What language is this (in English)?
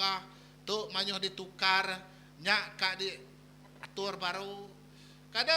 Iban